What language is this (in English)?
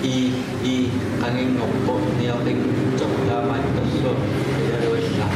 Kalaallisut